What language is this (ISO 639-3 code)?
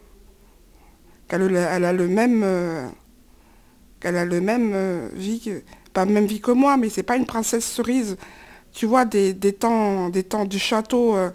fra